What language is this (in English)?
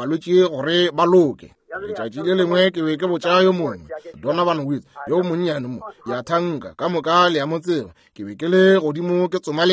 Northern Sotho